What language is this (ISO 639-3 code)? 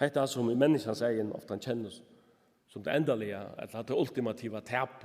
fao